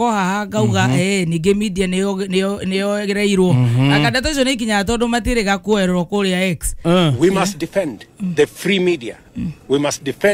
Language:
Kikuyu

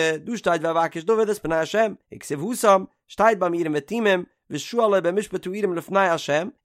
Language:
Yiddish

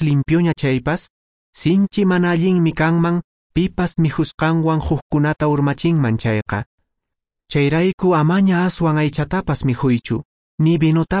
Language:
Quechua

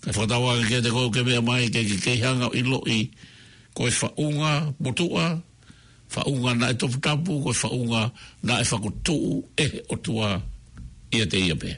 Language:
Tongan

